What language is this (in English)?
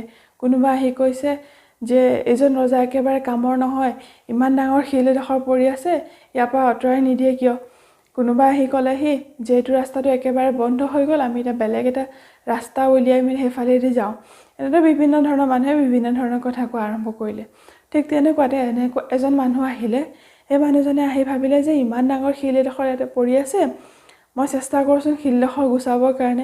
Assamese